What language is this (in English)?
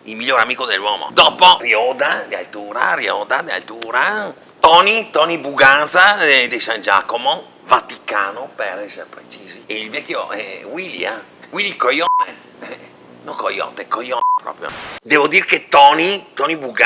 Venetian